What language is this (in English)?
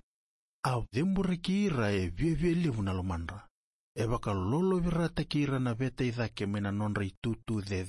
Fijian